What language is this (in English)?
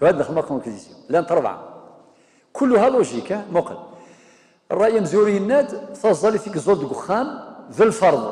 Kabyle